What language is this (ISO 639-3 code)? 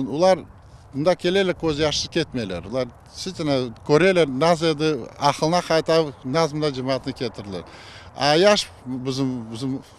crh